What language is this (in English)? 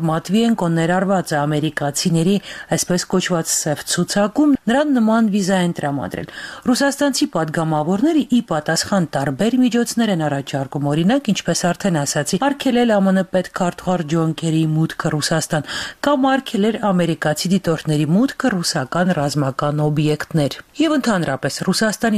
Armenian